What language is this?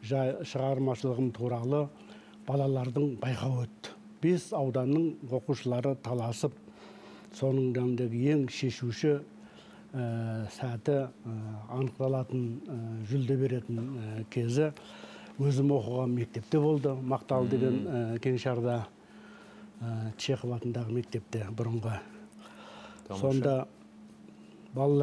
Kazakh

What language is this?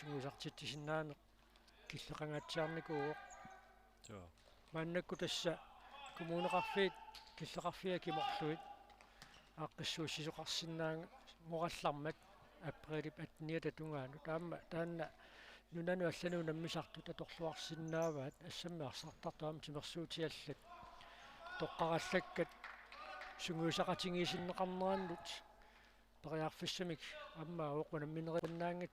Kalaallisut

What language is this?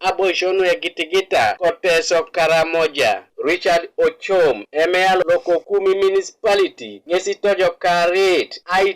Teso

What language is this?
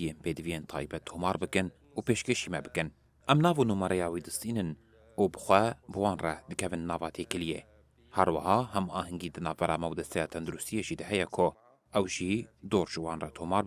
Kurdish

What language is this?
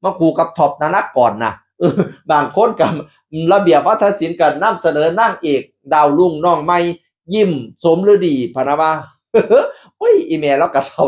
Northeastern Thai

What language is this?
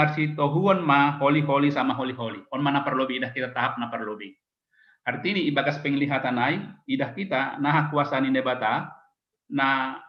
Batak Simalungun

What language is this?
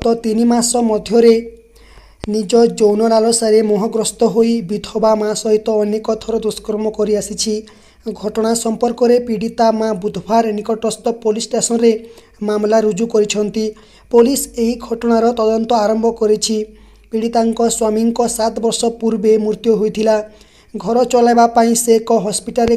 Odia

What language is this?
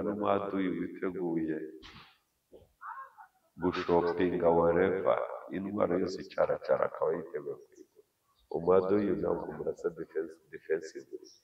Kinyarwanda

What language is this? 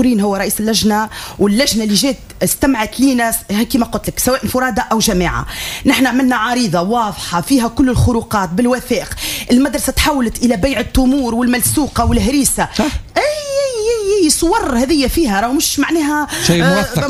Tunisian Arabic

